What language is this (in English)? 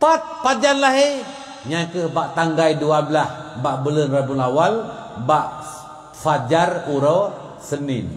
Achinese